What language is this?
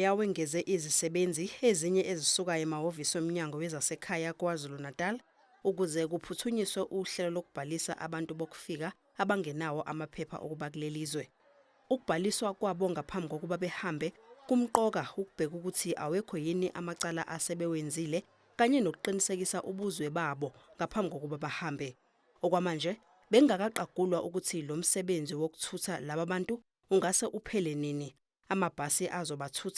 Zulu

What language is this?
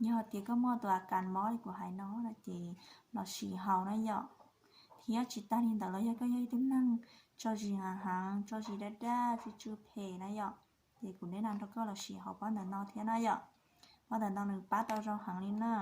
Hmong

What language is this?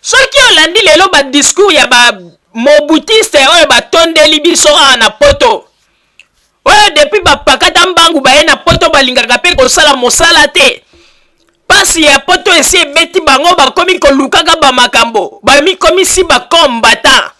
Lingala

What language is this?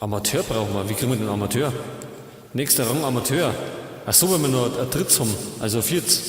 Bavarian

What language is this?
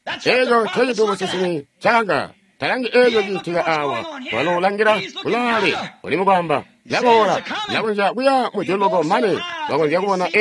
Tonga (Zambia)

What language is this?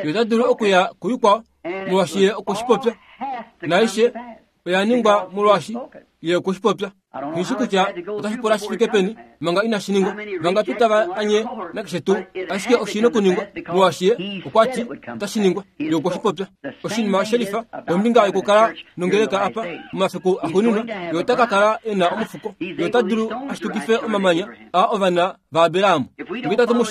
Kuanyama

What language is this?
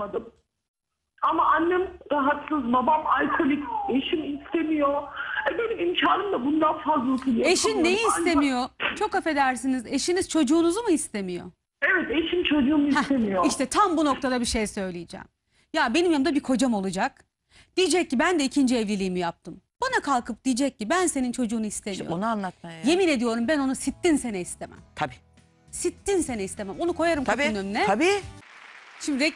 Turkish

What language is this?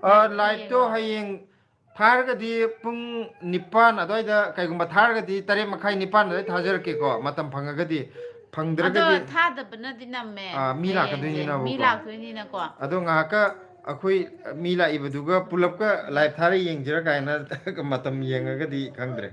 Manipuri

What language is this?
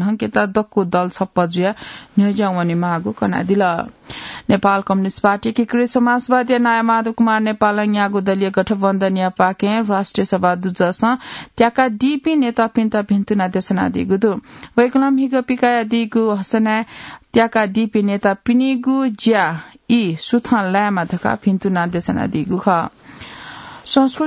Newari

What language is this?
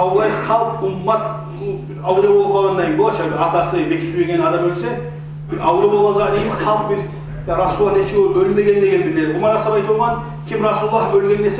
Kumyk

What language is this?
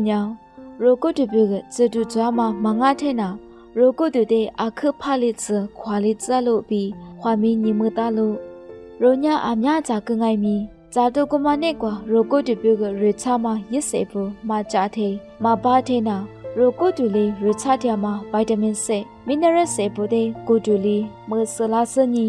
Lisu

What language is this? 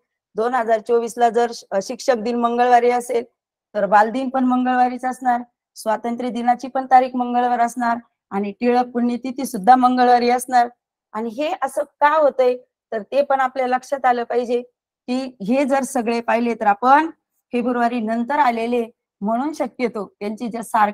Marathi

